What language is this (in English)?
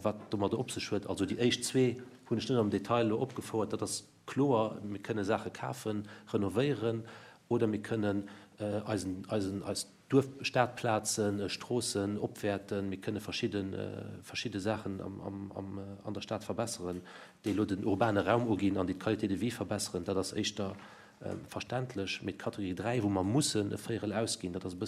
Luxembourgish